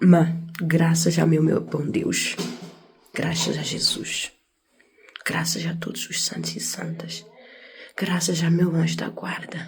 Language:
Kabuverdianu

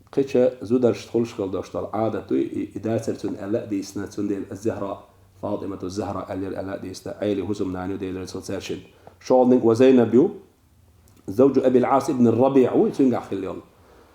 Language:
Chechen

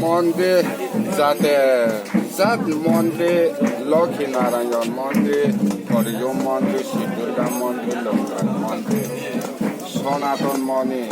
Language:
Riang (India)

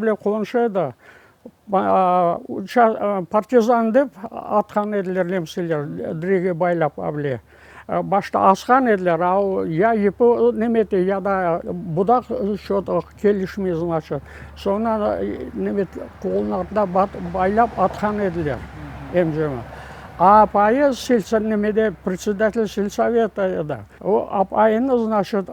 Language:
Crimean Tatar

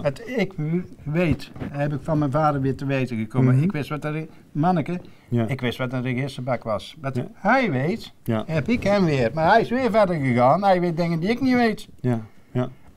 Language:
Dutch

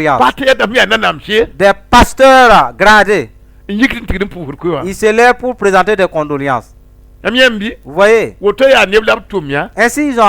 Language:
Mossi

